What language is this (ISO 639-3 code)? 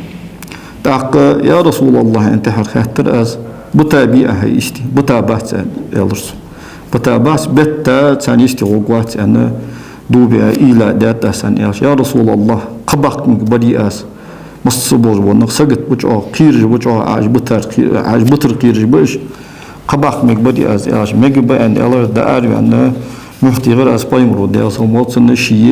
inh